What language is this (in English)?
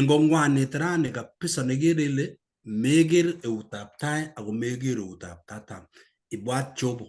Kalenjin